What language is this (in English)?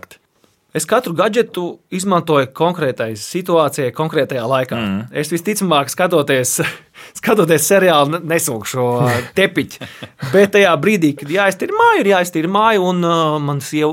Latvian